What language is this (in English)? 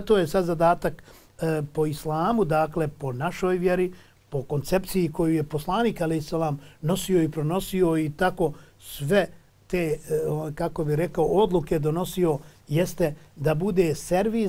Bosnian